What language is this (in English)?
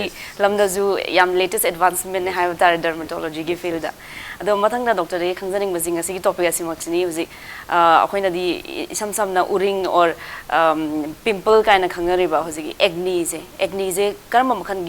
Manipuri